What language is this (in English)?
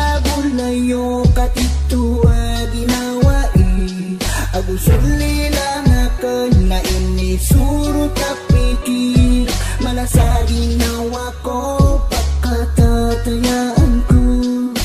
Maranao